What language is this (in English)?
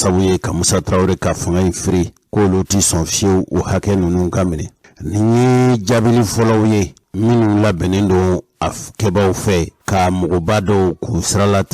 Bambara